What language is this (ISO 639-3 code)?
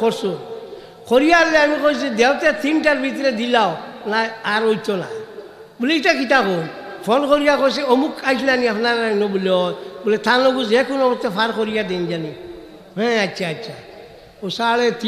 syl